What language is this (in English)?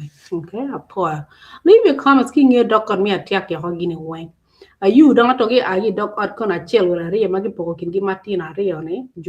Acoli